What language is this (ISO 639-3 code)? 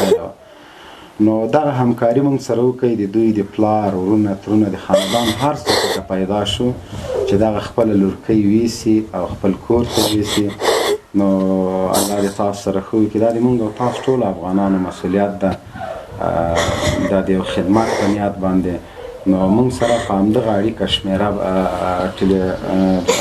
pus